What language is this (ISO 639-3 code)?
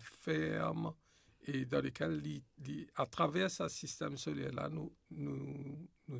mfe